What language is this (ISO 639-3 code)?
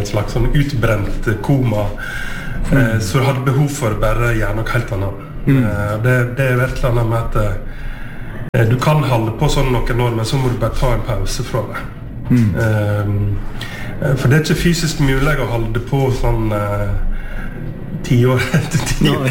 nor